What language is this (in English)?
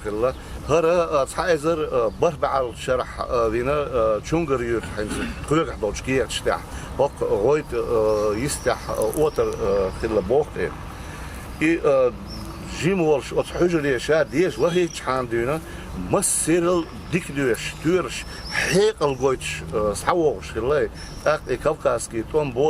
Chechen